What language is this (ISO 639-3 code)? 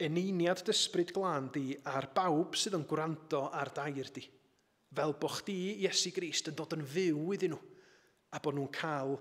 cym